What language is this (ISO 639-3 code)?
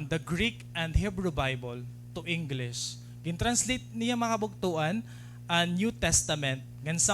war